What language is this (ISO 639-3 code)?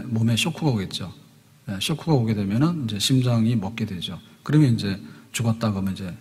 kor